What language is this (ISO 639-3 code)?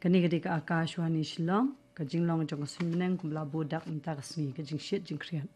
kha